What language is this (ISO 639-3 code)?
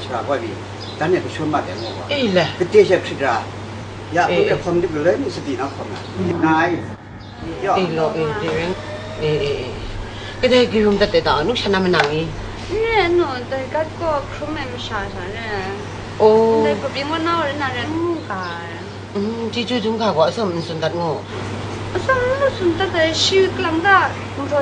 kac